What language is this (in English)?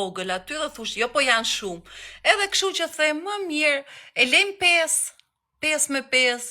Albanian